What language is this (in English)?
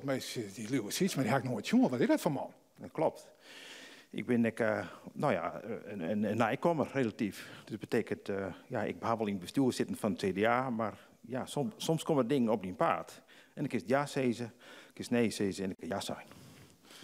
Western Frisian